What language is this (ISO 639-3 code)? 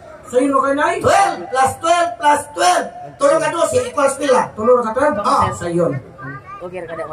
ceb